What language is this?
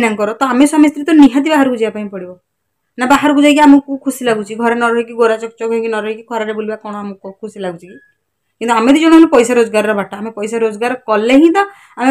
Odia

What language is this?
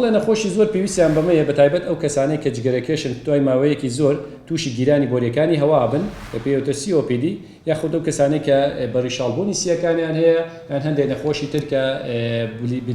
Central Kurdish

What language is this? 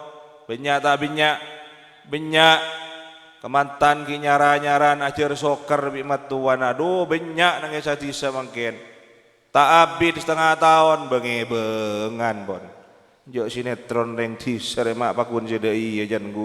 Madurese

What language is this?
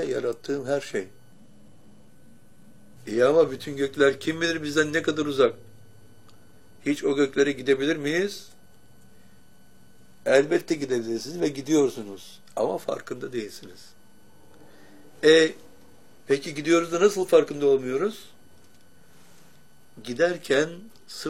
Turkish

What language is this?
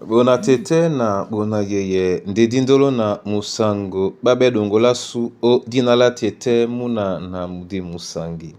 Duala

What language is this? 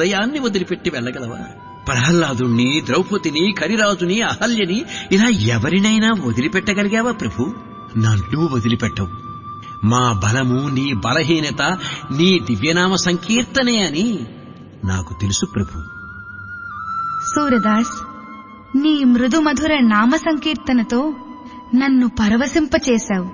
Telugu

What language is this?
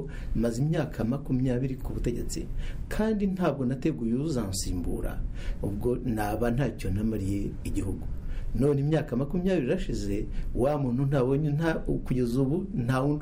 Kinyarwanda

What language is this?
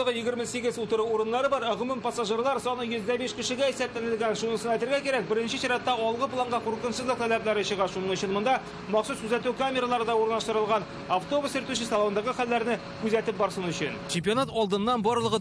Tatar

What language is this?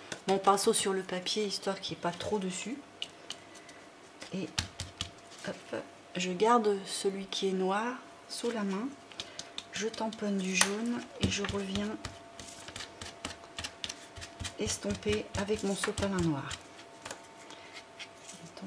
French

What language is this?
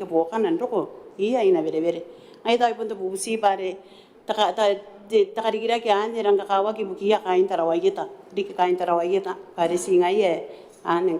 Gilbertese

